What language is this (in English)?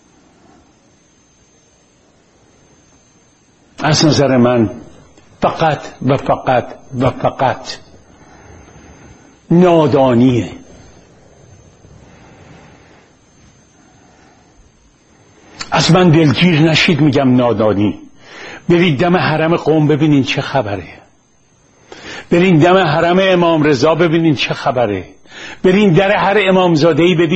Persian